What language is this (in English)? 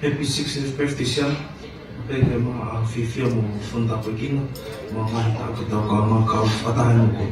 Tongan